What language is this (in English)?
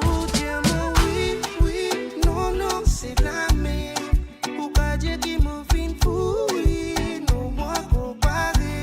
Morisyen